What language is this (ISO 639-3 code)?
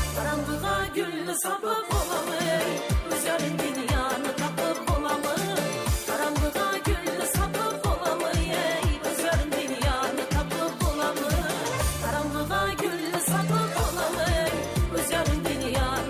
kaa